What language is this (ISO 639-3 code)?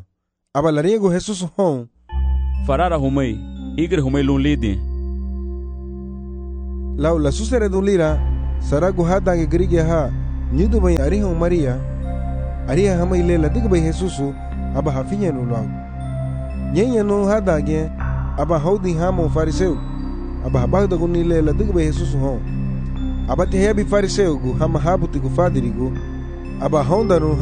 cab